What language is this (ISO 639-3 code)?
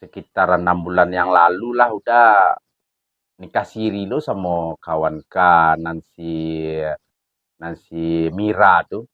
min